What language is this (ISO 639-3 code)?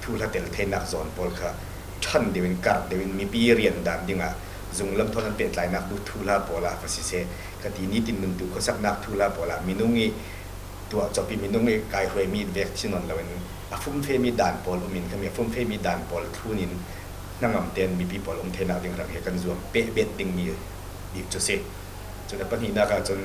cfm